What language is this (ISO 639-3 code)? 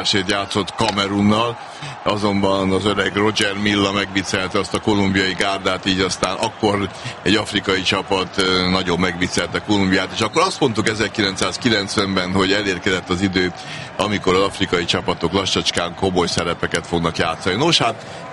hun